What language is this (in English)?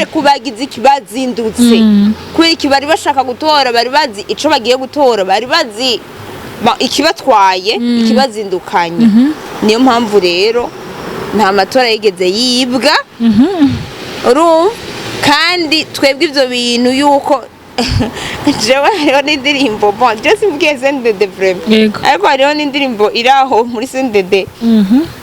Rundi